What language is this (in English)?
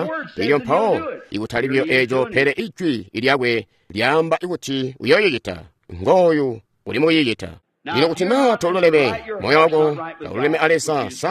Tonga (Zambia)